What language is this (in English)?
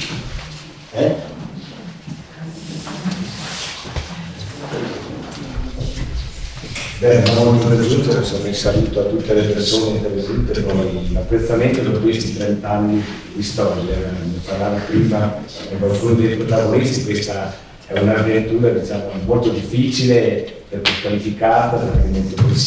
Italian